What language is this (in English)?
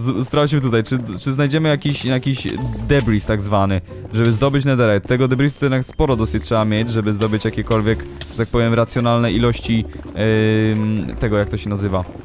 Polish